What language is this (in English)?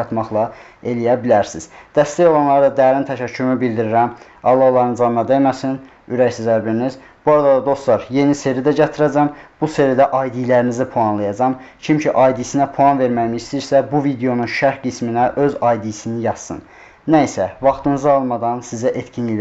Azerbaijani